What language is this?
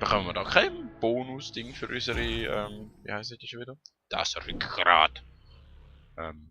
Swiss German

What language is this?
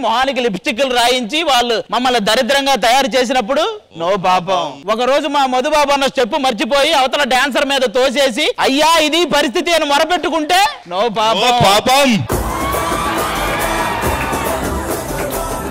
Telugu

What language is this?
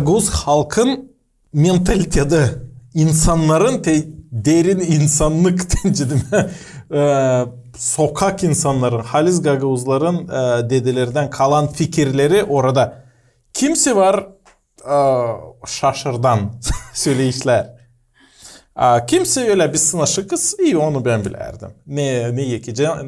Gagauz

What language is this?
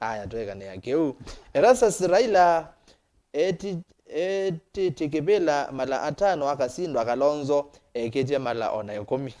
Kamba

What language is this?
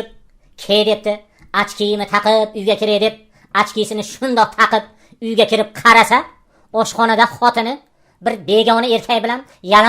Uzbek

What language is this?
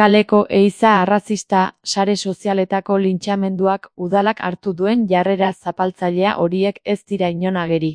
Basque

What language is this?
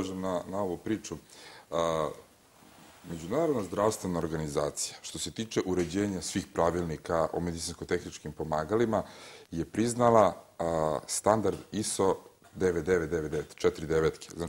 Serbian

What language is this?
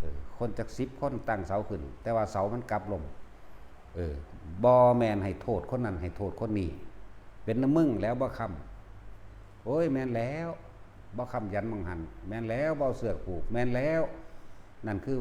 Northeastern Thai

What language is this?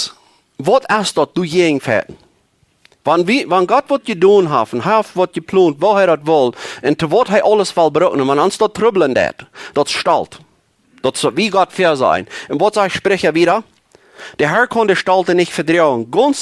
Plautdietsch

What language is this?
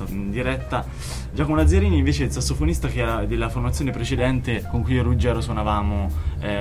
Italian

